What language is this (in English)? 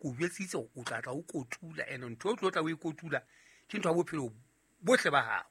Southern Sotho